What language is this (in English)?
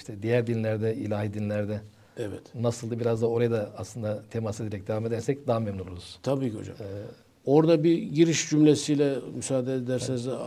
Turkish